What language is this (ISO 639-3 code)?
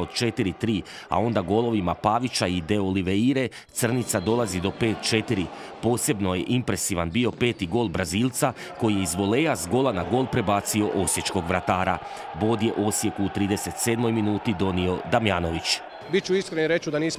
hrv